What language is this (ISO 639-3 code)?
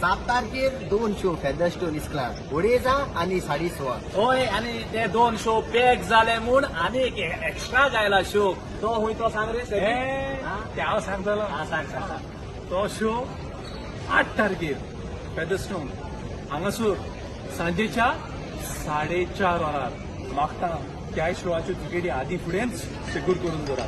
kok